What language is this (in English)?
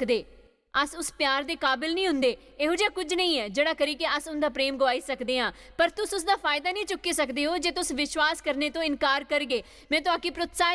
Dogri